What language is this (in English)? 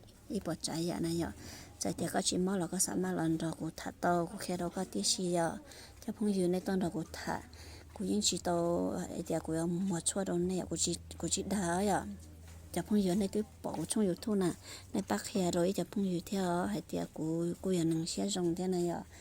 Hmong